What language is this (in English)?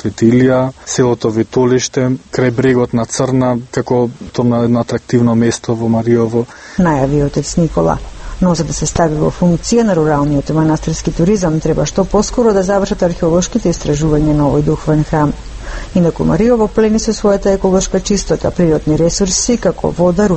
Macedonian